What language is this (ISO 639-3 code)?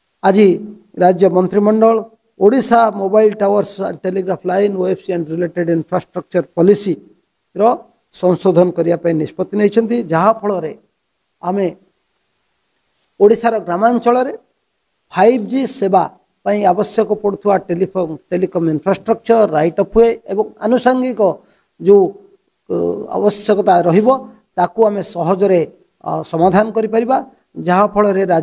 ori